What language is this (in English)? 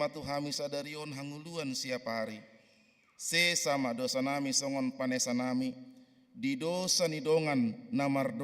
Batak Toba